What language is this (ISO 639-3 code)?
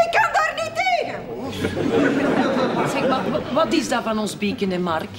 nld